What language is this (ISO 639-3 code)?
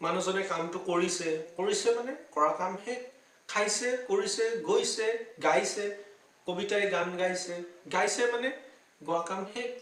asm